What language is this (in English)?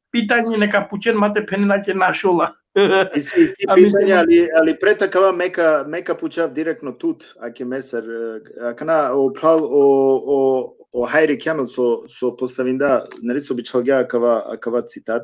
Balkan Romani